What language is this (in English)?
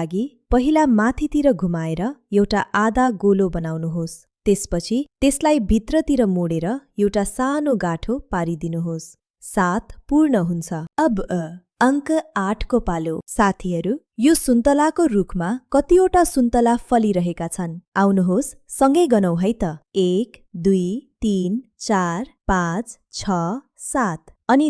Nepali